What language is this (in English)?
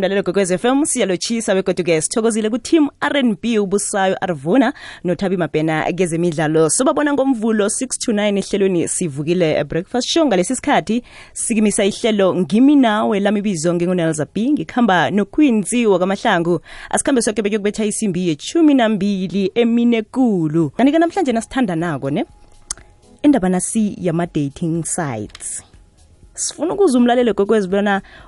South Ndebele